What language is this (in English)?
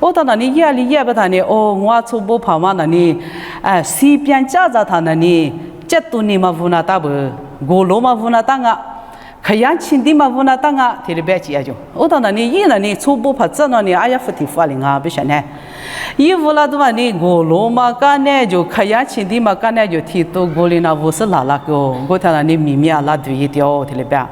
Lisu